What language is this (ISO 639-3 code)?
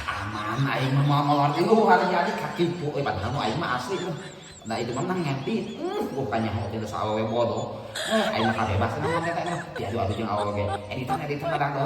sun